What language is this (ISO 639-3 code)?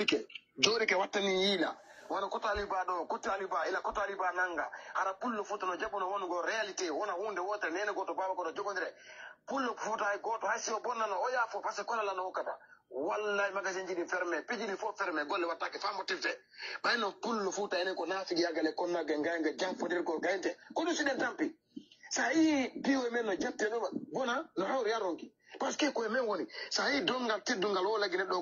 ful